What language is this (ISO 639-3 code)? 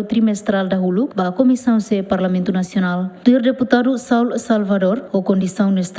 tet